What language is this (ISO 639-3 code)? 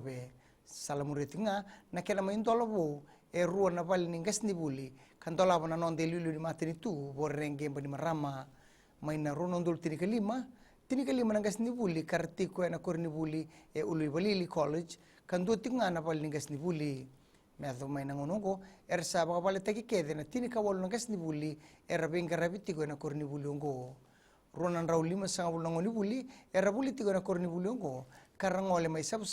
fij